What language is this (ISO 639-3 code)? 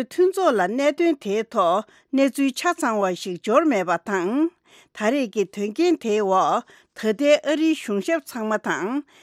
bod